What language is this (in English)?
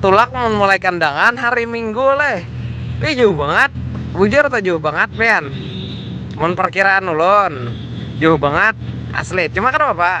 Banjar